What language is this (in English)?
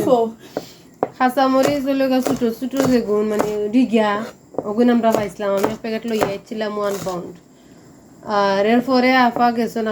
Sylheti